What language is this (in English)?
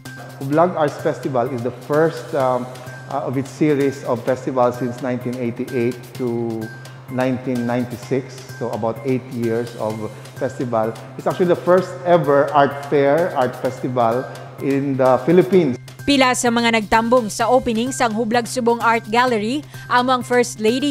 Hiligaynon